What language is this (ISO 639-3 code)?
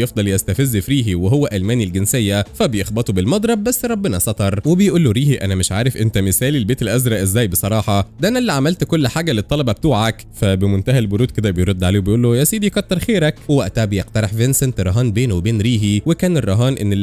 arz